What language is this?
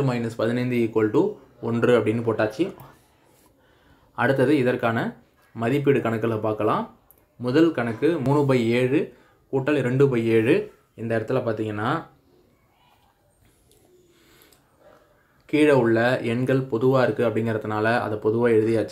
Tamil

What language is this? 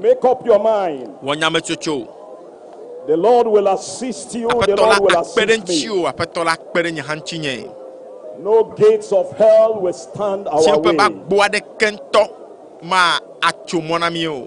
Ewe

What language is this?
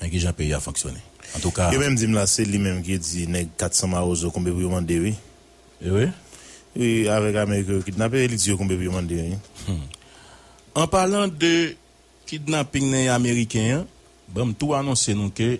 Haitian Creole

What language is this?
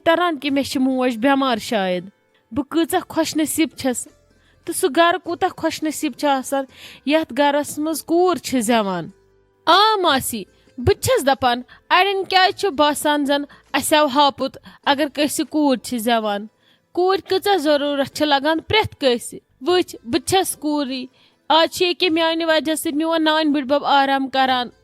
Kashmiri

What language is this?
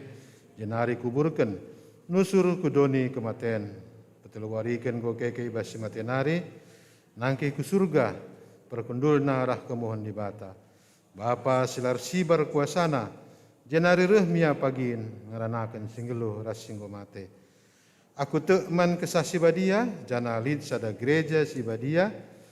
Batak Karo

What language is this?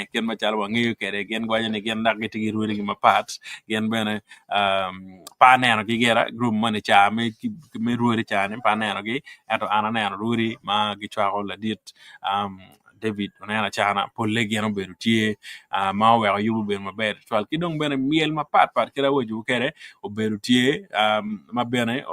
Acoli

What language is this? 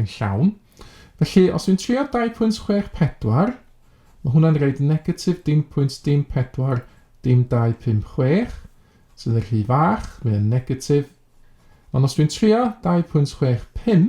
Welsh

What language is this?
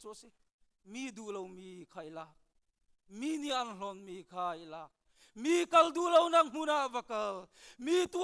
Hakha Chin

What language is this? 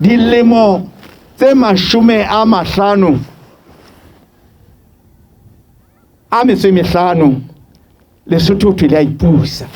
Southern Sotho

